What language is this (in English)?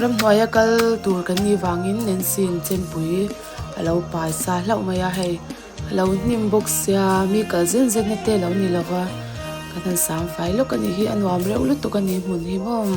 Mizo